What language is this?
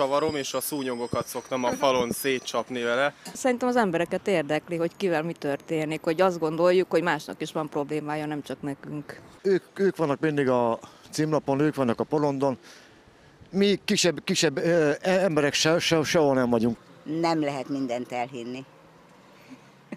Hungarian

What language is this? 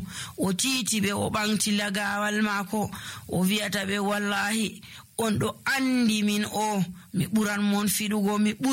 Nigerian Fulfulde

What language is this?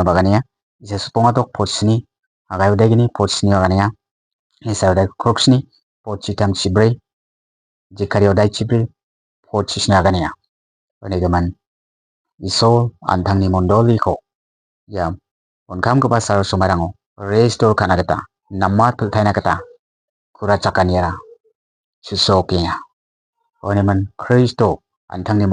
Garo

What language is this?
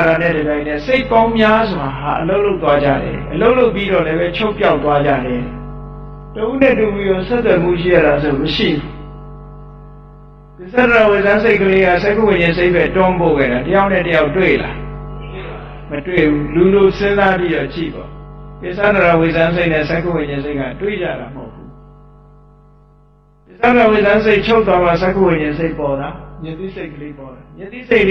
Burmese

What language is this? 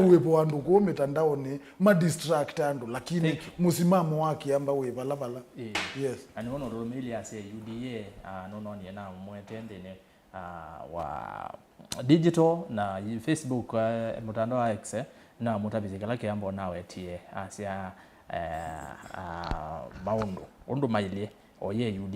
Kamba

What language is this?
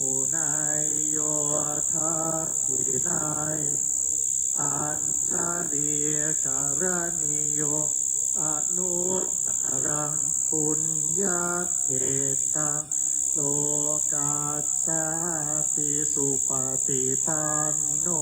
Pali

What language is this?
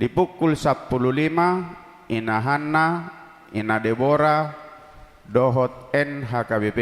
Batak Toba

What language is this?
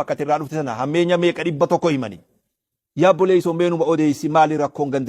Oromo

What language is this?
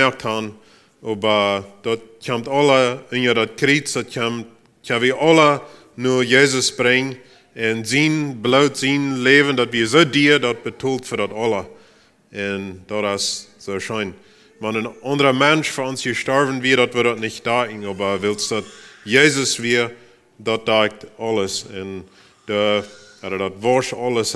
Plautdietsch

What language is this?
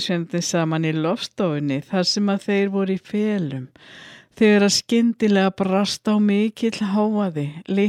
Icelandic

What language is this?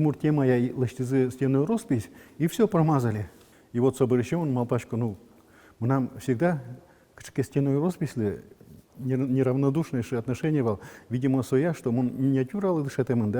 Udmurt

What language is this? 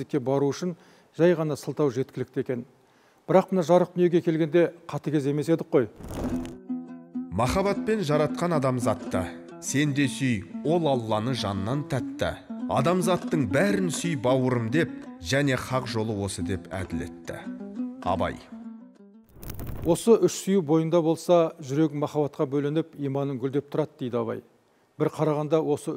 Kazakh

